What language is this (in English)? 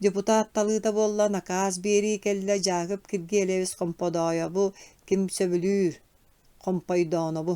Yakut